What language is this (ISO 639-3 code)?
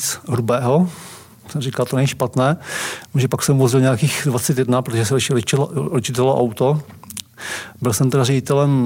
ces